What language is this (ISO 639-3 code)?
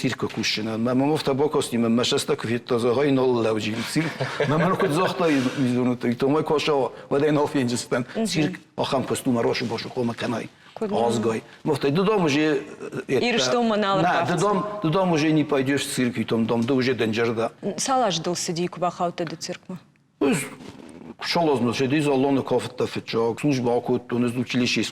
oss